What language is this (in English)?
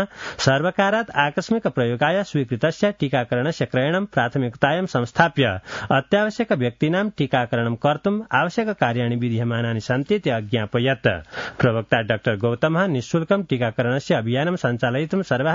Sanskrit